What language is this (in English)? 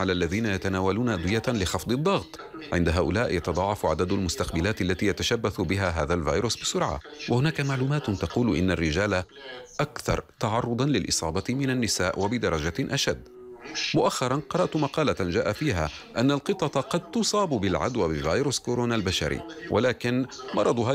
Arabic